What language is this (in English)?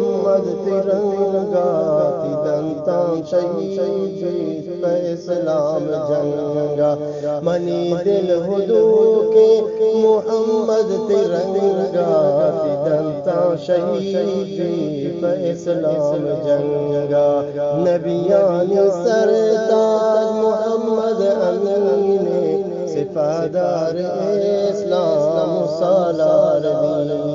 Eastern Balochi